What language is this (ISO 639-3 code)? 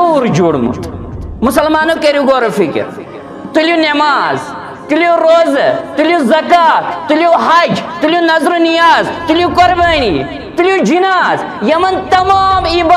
kas